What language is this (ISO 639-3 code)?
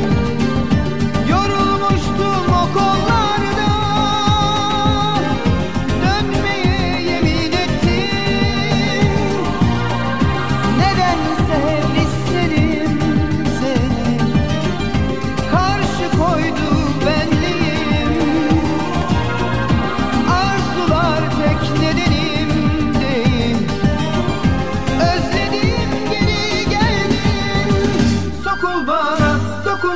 tur